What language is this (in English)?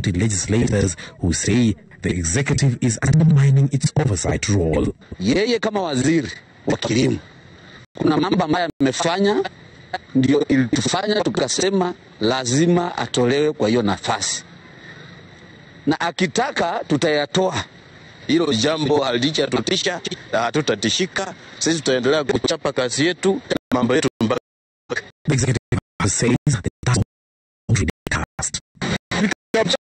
Swahili